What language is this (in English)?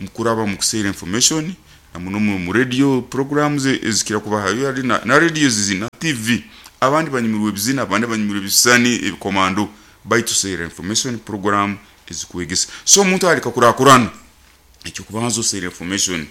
Nyoro